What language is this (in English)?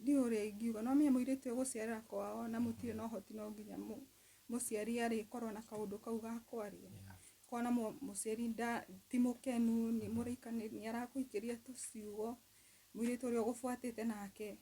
Kikuyu